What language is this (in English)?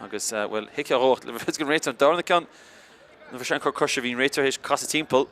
Irish